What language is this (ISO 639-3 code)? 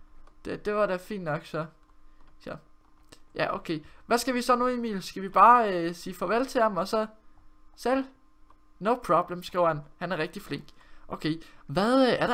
dan